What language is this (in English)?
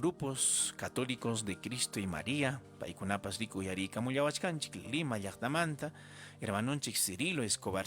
Ayacucho Quechua